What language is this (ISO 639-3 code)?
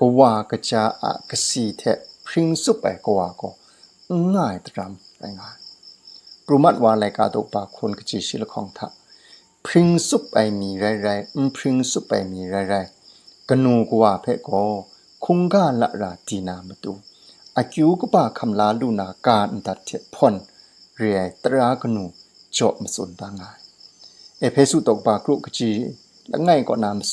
kac